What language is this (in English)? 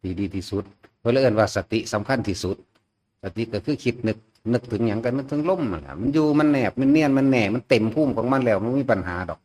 Northeastern Thai